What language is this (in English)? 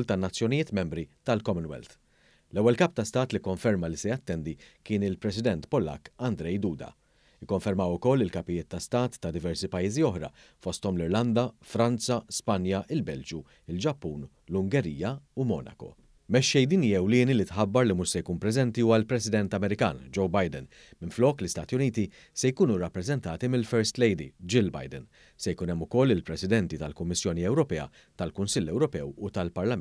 Maltese